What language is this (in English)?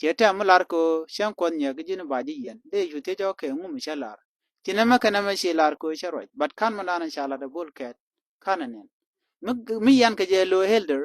Nuer